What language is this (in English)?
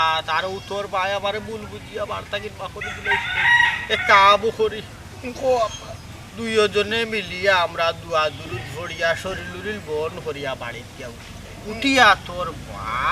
Sylheti